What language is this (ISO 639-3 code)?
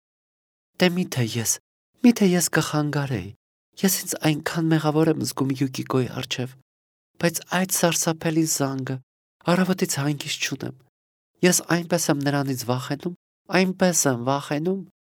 hye